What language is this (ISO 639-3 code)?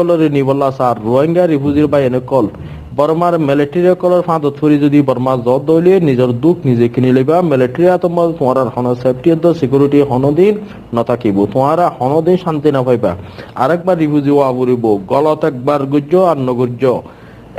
rhg